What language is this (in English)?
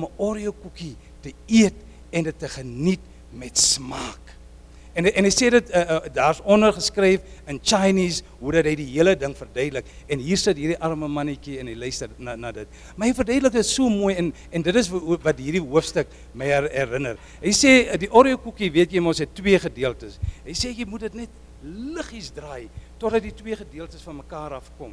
Afrikaans